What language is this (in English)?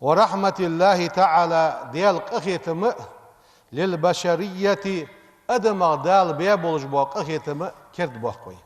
Ingush